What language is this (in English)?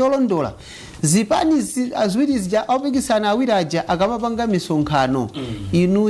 Nyanja